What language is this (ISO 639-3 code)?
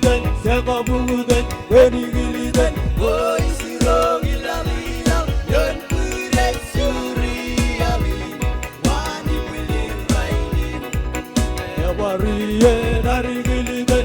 mah